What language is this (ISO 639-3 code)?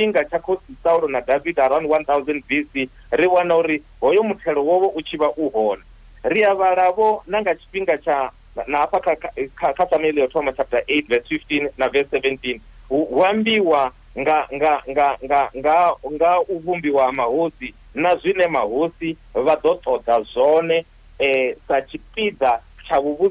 ven